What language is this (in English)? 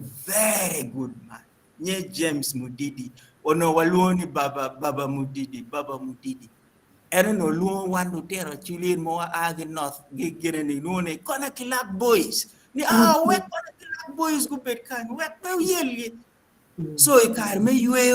Acoli